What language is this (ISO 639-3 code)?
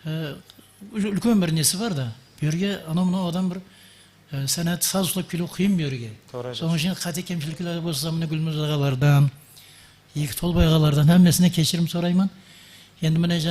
kaa